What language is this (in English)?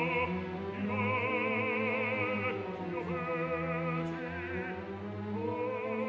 Italian